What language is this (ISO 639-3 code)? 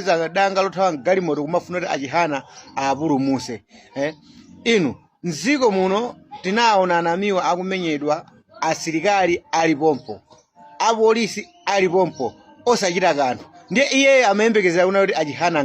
nya